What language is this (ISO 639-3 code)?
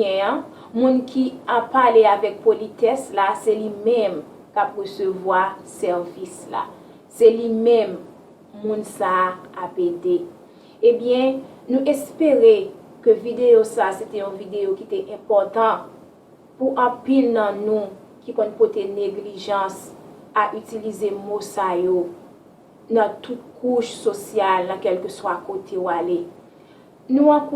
hat